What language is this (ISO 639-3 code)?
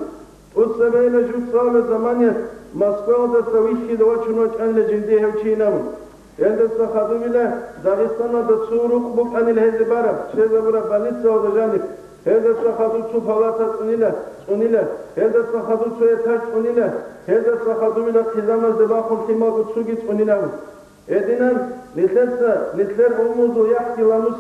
ava